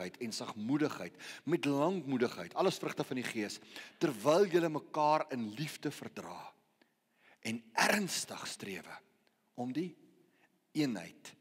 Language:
Afrikaans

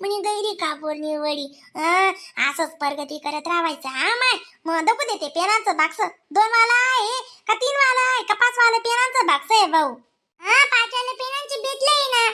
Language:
Khandesi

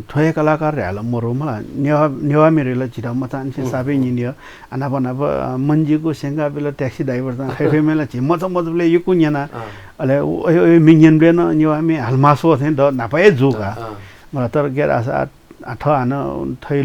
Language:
Newari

